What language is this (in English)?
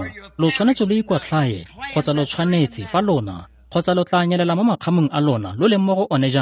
Tswana